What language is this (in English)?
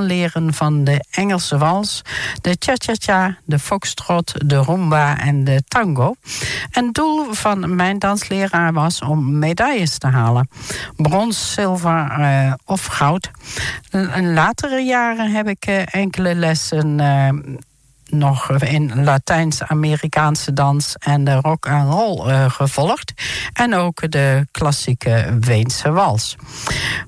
Dutch